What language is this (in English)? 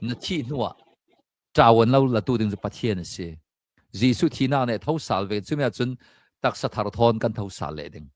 Hakha Chin